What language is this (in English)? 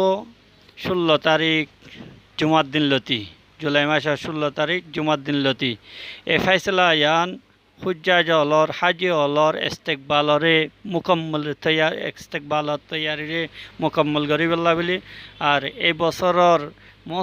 Rohingya